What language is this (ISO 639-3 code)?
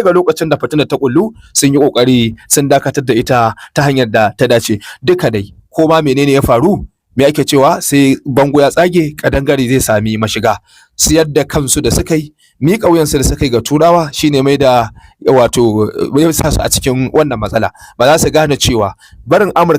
hau